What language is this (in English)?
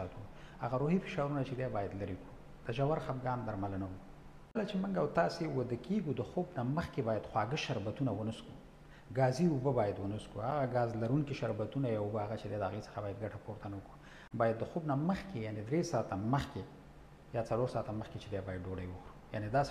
Pashto